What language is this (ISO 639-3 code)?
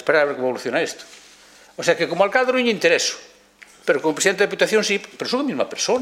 glg